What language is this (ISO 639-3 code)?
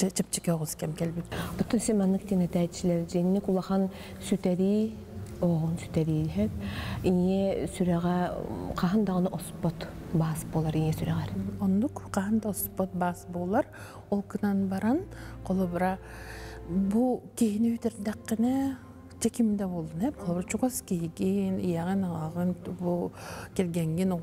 sah